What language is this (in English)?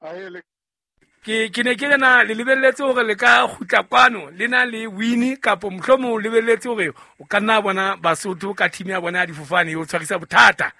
Southern Sotho